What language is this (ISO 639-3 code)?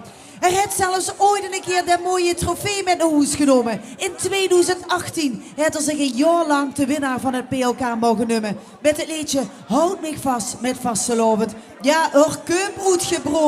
lim